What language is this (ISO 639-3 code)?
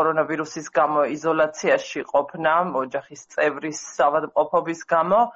kat